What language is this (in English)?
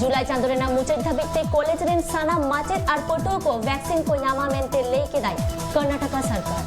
Santali